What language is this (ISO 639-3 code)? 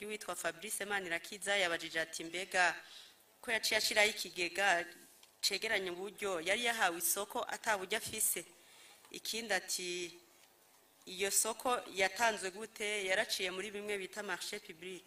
run